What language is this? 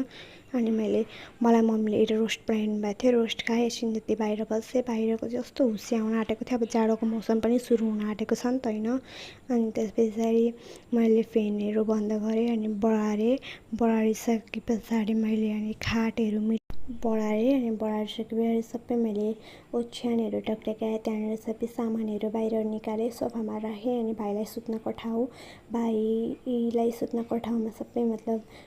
Nepali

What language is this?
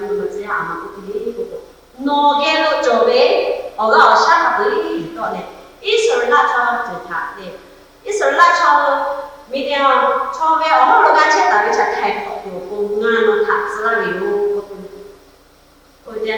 Lahu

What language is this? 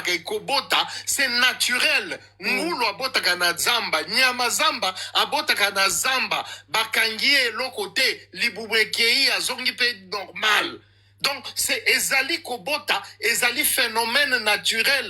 Lingala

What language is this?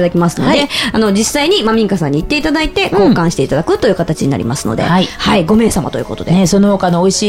Japanese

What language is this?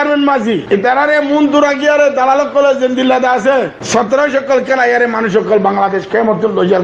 Rohingya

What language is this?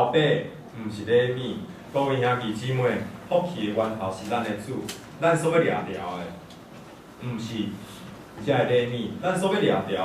Min Nan Chinese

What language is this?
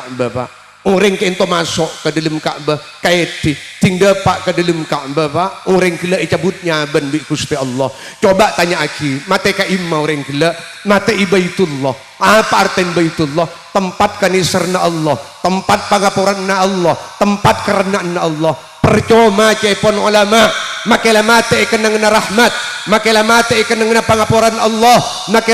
Madurese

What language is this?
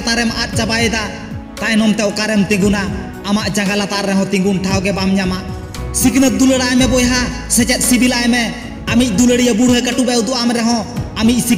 Santali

